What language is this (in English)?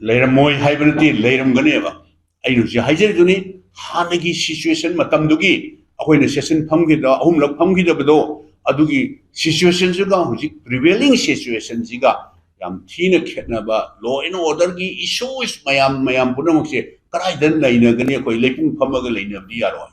Manipuri